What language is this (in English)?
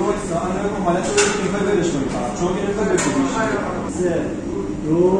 Persian